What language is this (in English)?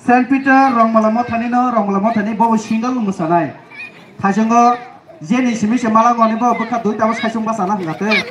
Kok Borok